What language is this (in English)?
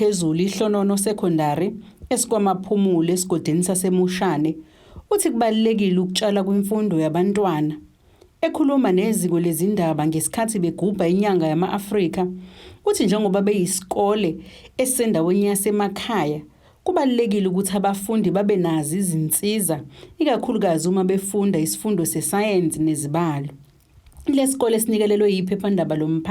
Zulu